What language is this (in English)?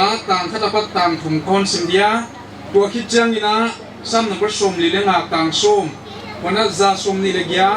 Paite Chin